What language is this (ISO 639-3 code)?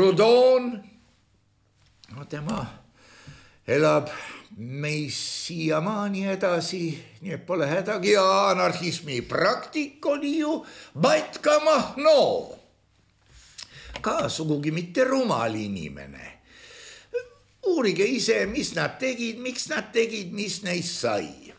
est